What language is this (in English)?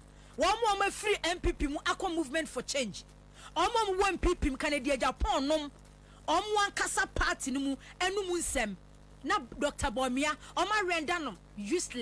Akan